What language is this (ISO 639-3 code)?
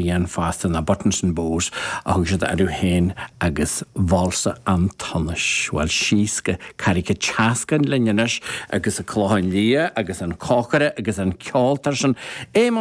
gle